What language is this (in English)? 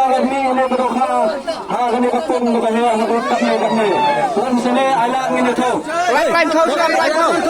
Khasi